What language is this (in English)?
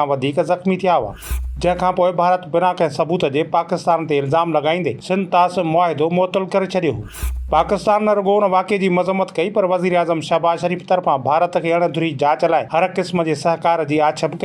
Sindhi